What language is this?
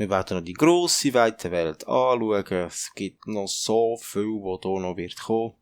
Swiss German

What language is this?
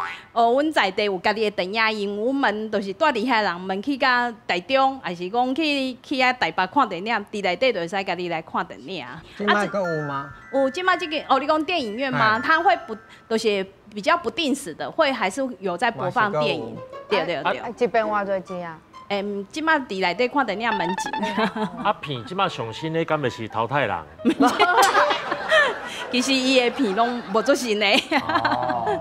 Min Nan Chinese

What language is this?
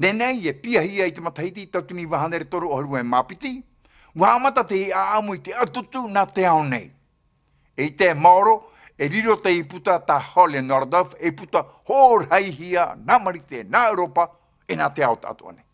Tahitian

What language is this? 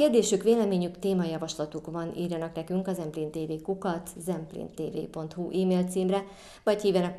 Hungarian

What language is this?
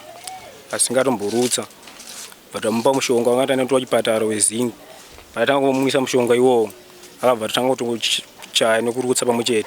Shona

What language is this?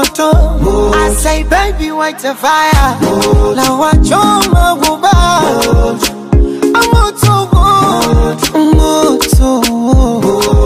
Swahili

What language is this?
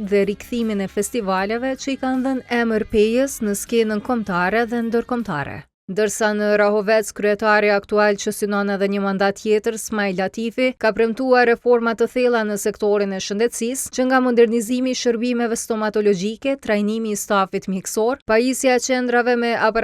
Albanian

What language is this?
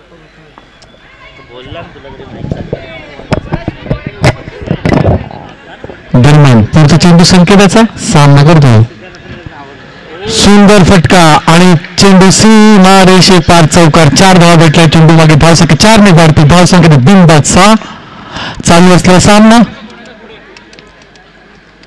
Marathi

